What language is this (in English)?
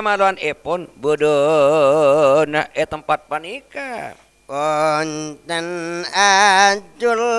Madurese